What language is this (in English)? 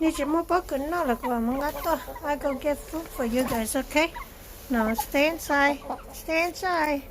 Hmong